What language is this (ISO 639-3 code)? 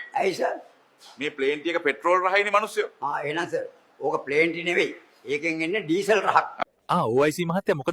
sin